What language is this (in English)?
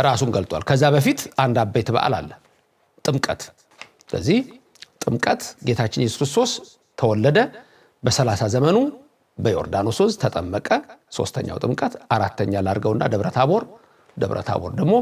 Amharic